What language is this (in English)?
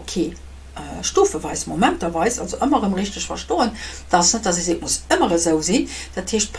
Luxembourgish